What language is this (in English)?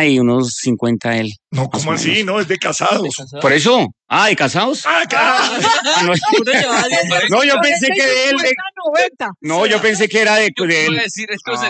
Spanish